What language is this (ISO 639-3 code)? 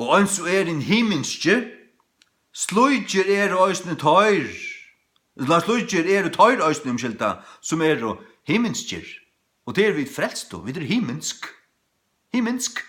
fao